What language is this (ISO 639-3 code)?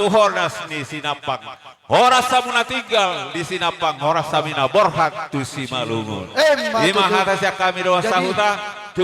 bbc